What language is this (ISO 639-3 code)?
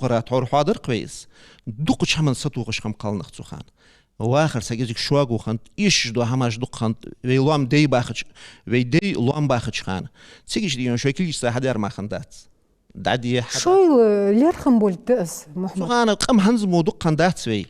inh